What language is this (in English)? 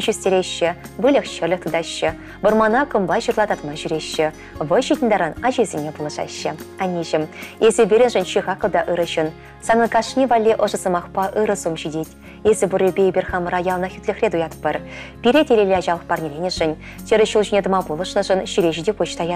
Chuvash